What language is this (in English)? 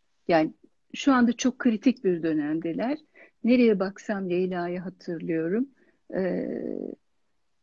Turkish